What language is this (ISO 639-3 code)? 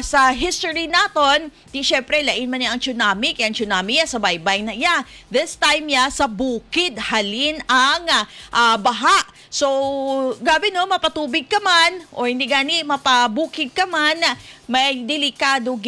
hil